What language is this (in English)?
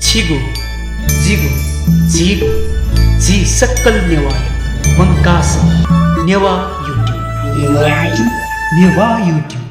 Newari